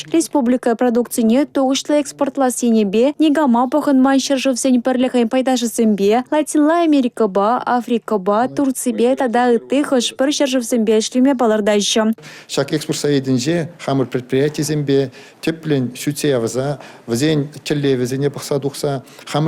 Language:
Chuvash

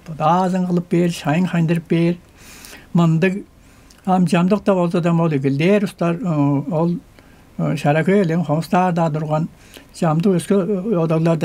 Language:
Tuvinian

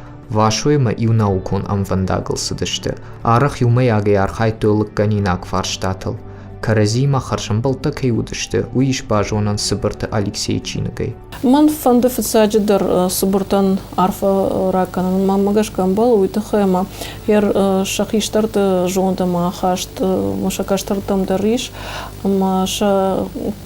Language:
Ossetic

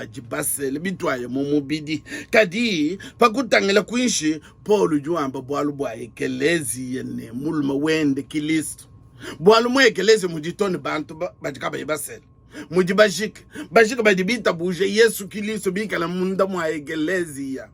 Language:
Luba-Lulua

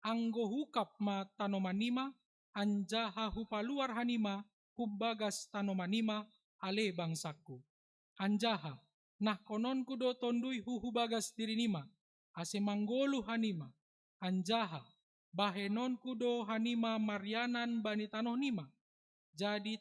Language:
Batak Simalungun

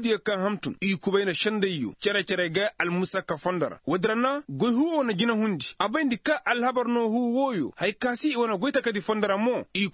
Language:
Koyraboro Senni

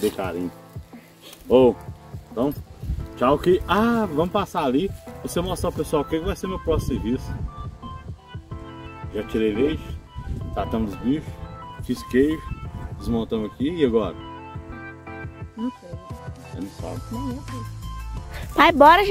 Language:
Portuguese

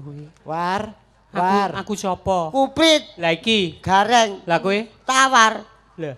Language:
Javanese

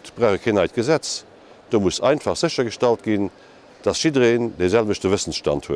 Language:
Luxembourgish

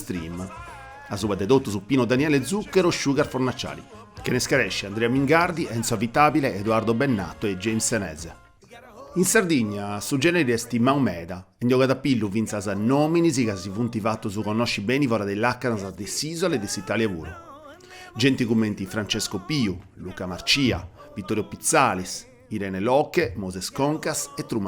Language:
Sardinian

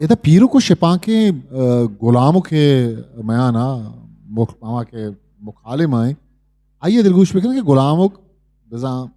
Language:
Eastern Balochi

